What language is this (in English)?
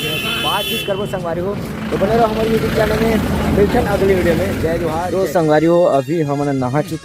Chhattisgarhi